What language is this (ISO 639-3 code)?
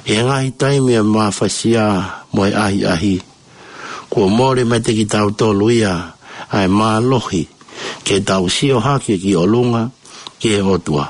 ton